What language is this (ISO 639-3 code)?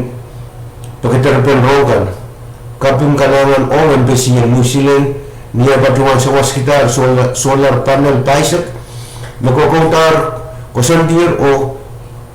pon